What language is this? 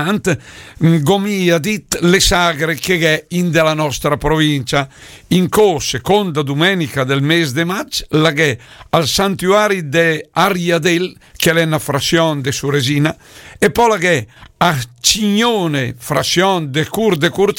Lombard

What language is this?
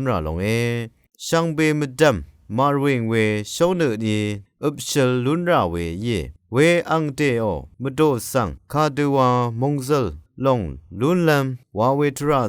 Rawang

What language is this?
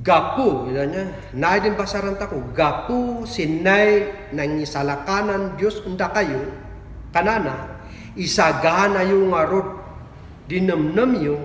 Kankanaey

